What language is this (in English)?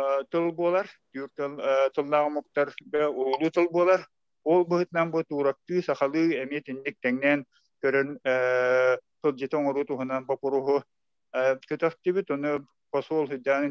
Yakut